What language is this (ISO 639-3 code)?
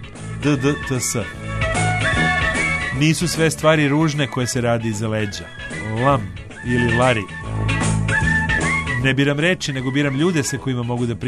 srp